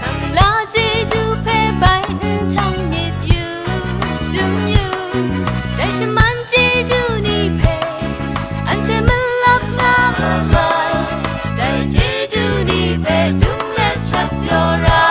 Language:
Kachin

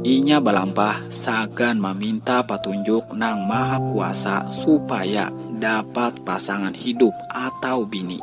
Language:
Banjar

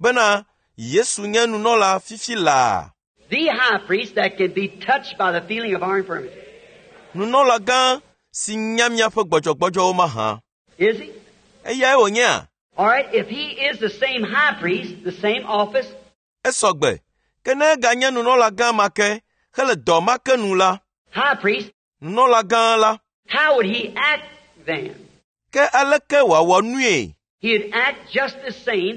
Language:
Ewe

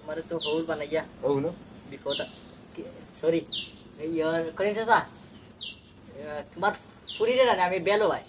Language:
Sylheti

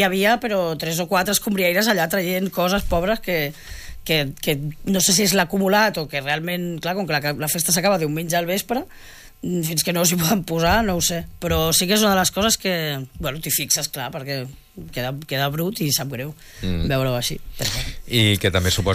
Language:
Catalan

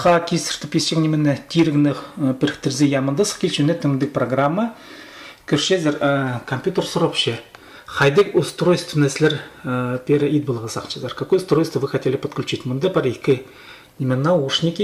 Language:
Khakas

